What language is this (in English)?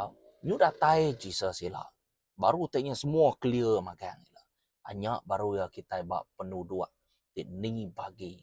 Iban